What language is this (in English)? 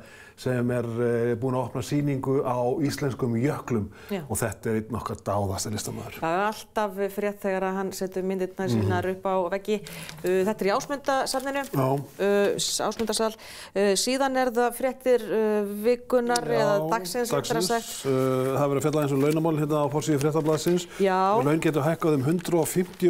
Icelandic